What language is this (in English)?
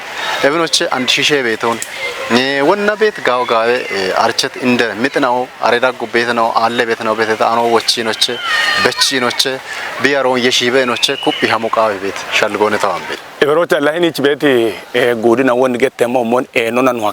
Kafa